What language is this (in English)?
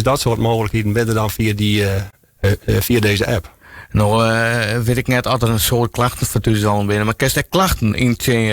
Western Frisian